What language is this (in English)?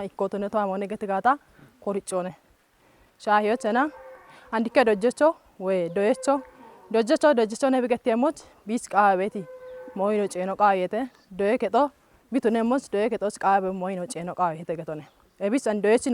Kafa